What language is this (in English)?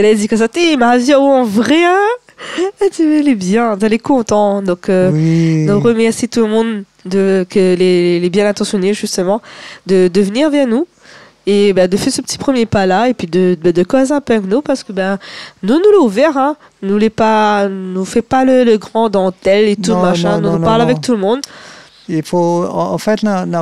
Réunion Creole French